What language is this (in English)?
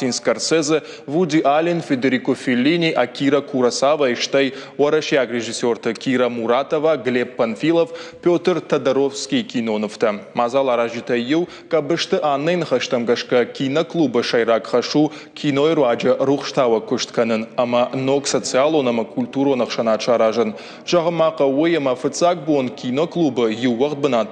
Ossetic